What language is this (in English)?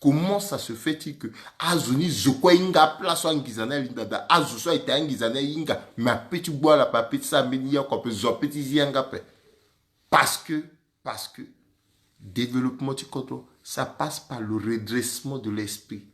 Sango